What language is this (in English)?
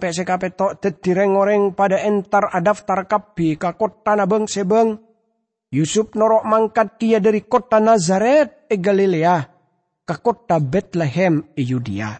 Madurese